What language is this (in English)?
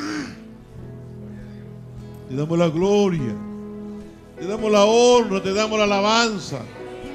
Spanish